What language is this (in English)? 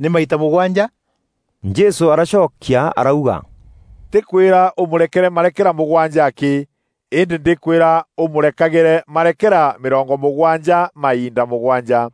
Meru